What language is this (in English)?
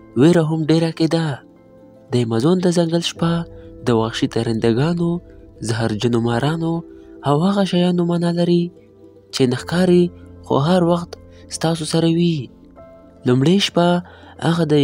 Pashto